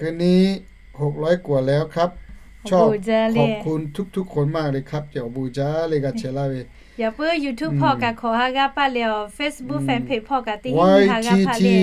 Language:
Lahu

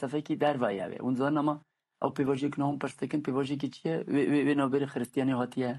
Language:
Kurdish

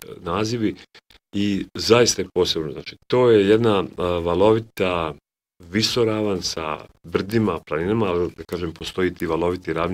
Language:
Bosnian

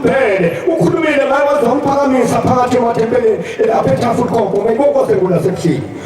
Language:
Zulu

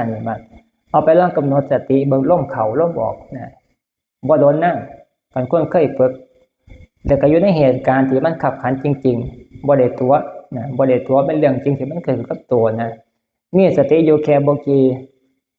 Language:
Northeastern Thai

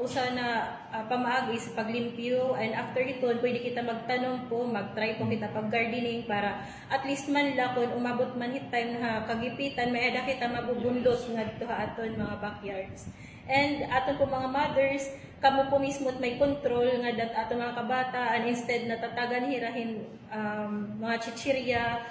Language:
Waray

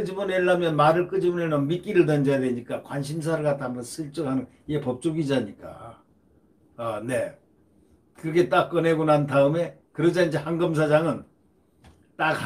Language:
Korean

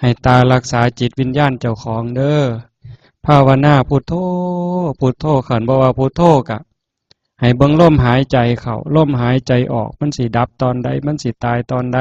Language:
Northeastern Thai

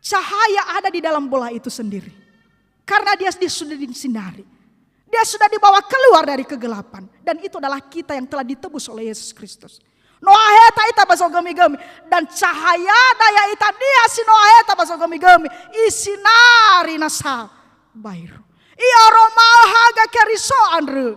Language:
Nias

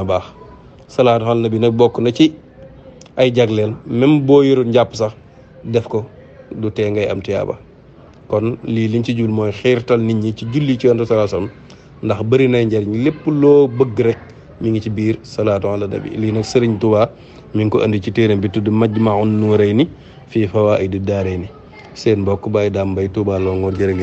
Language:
Wolof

